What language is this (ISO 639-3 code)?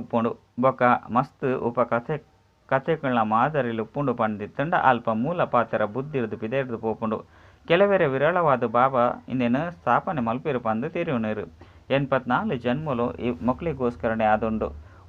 tcy